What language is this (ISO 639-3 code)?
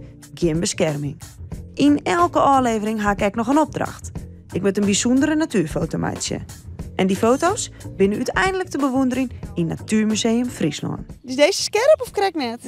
fry